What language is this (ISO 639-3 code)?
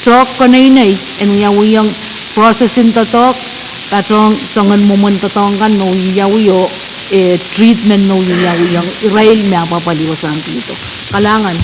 pon